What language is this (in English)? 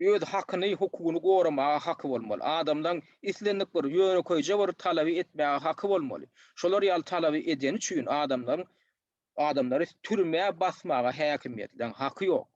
Turkmen